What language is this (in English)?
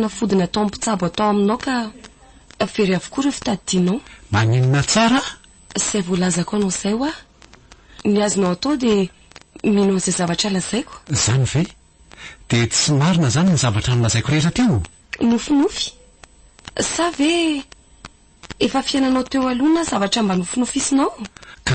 Malagasy